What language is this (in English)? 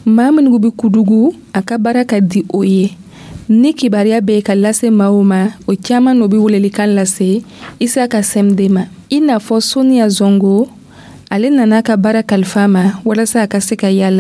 Dyula